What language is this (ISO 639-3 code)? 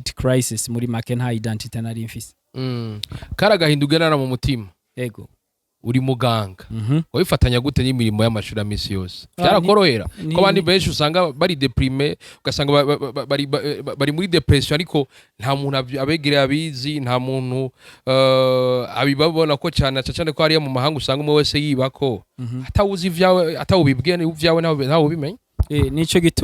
run